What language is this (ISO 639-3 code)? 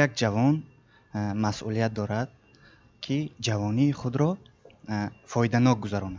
tgk